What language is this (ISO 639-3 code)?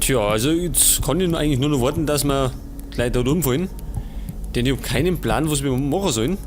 bar